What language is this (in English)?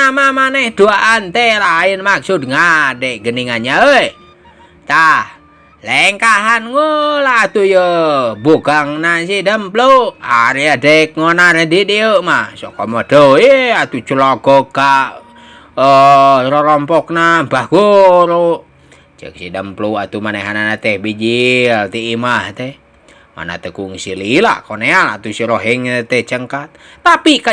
Sundanese